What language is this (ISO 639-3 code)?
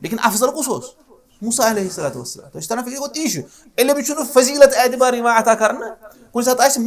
kas